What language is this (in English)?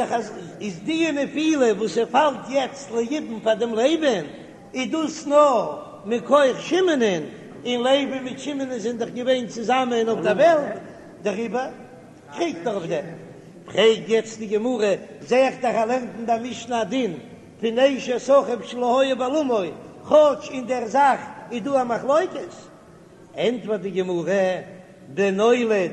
Yiddish